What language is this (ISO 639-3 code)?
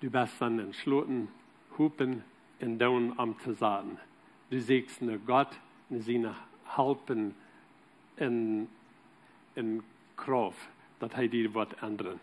pdt